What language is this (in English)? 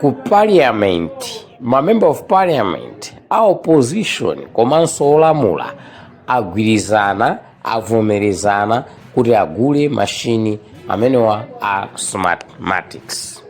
Nyanja